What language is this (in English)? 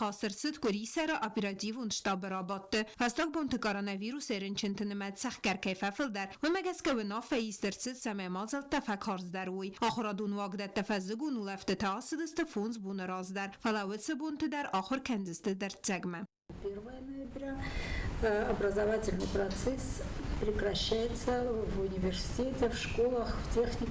Ossetic